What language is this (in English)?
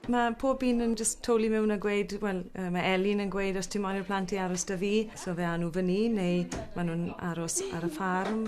Welsh